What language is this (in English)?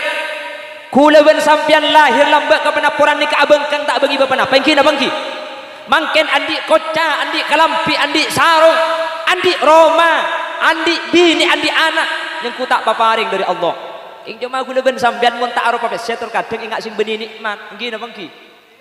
Madurese